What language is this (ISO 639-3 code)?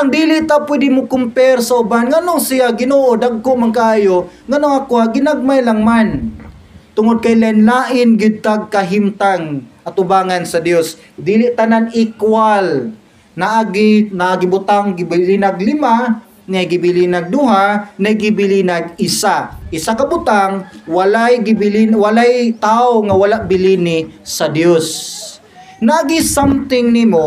ceb